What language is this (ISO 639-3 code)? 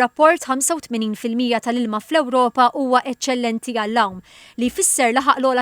mlt